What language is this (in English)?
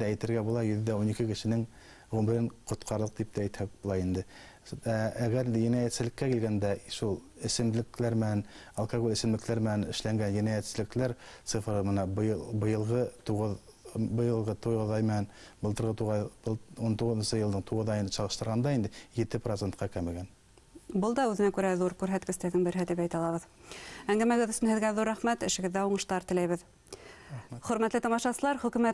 Bashkir